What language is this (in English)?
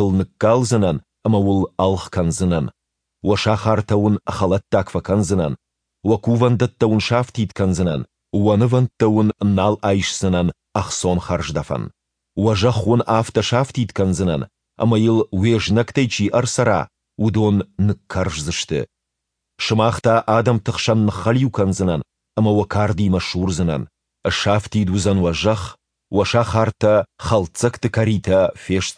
Ossetic